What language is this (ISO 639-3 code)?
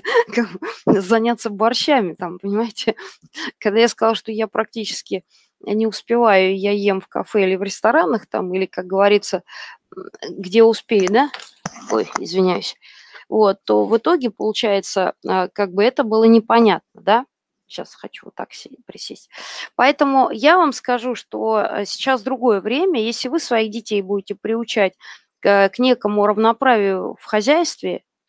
rus